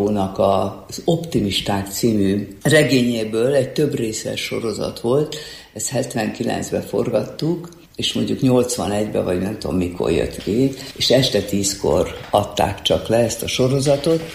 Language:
Hungarian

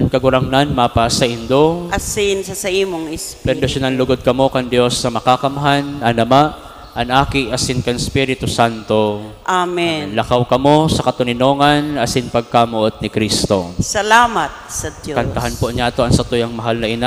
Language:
Bikol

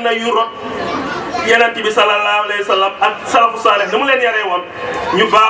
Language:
Wolof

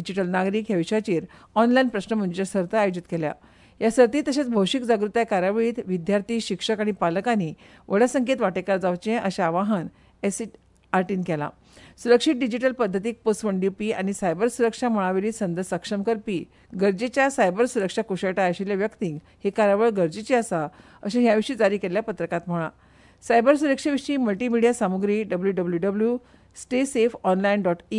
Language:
Konkani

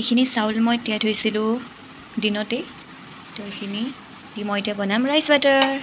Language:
Assamese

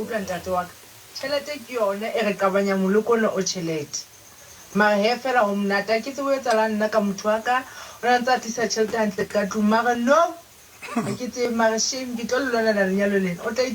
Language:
Southern Sotho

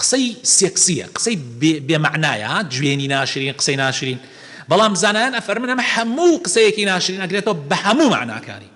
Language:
Central Kurdish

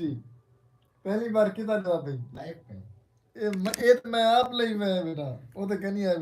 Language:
Saraiki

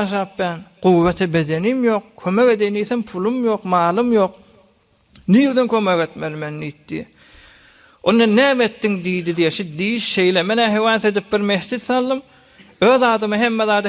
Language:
Turkmen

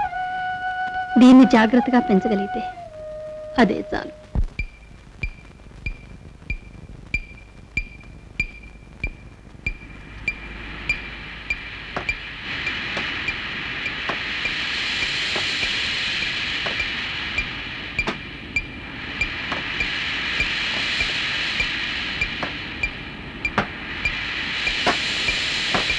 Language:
Telugu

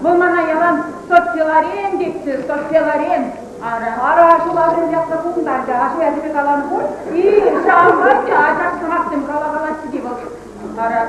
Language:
Chuvash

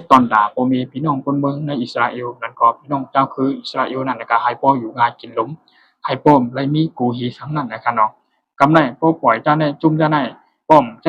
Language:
Shan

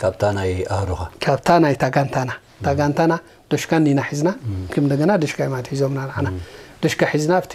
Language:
Tigrinya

